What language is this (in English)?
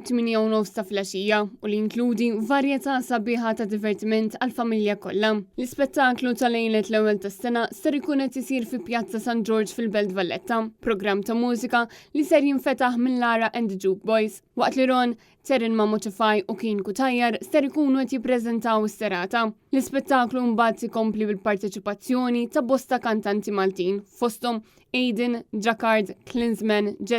Maltese